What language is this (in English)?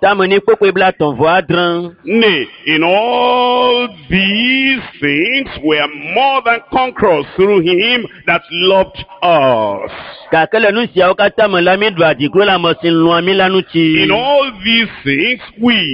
Ewe